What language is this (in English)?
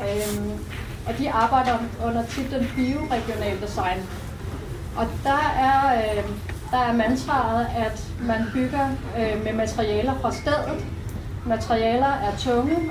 Danish